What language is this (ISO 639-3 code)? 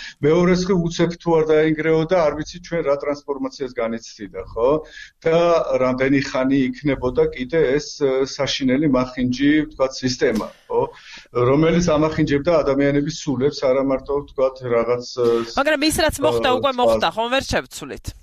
kat